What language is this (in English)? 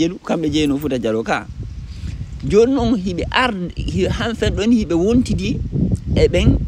Fula